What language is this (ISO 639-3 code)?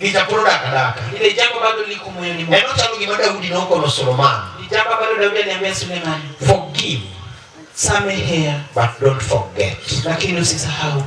luo